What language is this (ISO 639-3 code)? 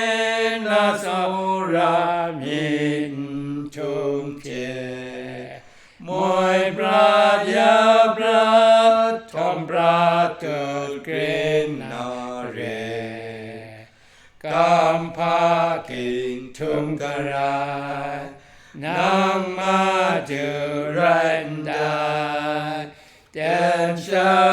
kac